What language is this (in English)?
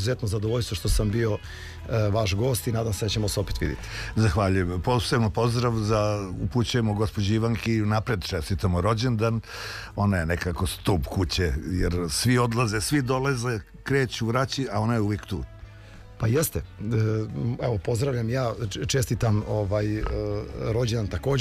Serbian